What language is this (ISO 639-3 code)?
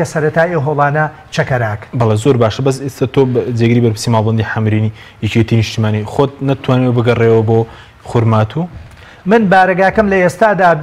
ckb